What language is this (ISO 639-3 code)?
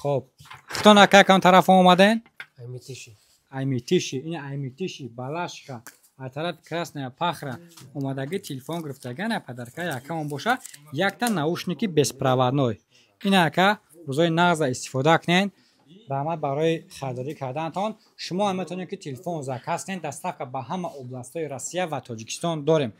tgk